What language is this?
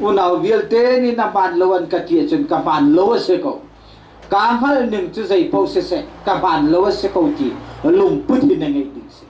Hakha Chin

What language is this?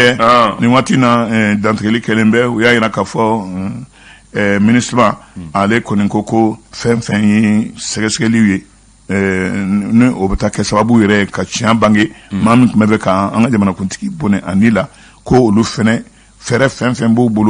Bambara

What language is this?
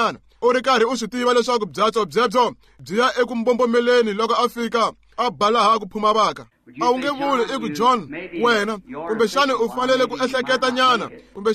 Tsonga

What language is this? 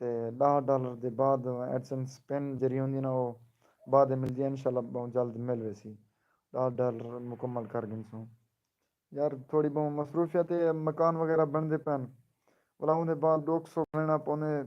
Saraiki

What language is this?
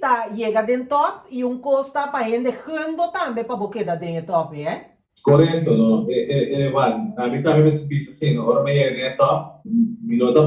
Papiamento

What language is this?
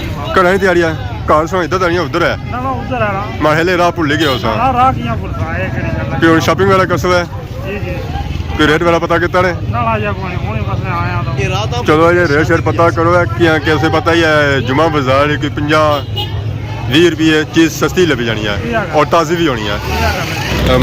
Pahari-Potwari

